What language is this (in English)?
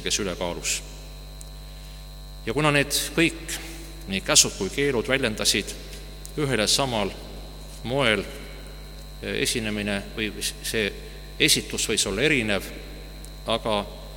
Estonian